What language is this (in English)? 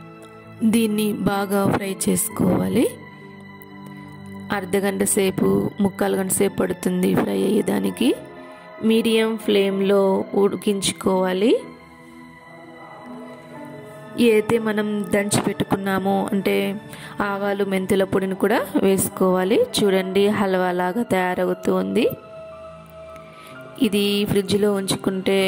Telugu